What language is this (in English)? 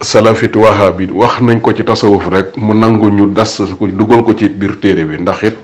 Wolof